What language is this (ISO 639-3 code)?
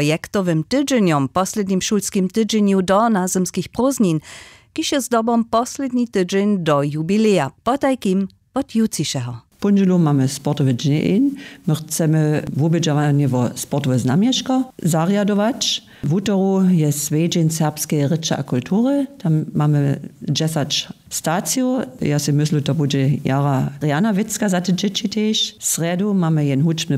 hsb